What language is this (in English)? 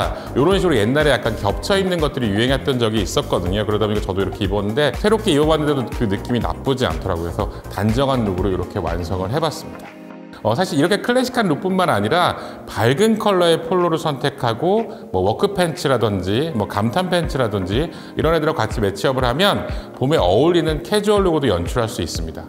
Korean